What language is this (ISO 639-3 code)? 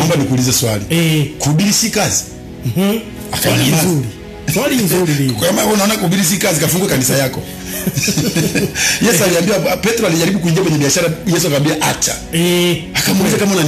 swa